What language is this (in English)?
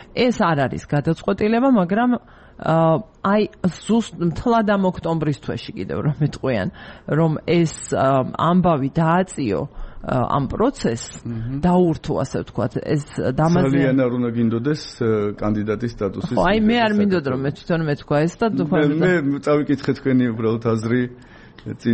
Georgian